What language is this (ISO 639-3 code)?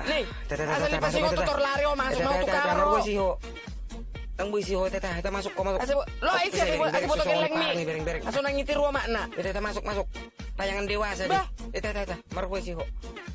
bbc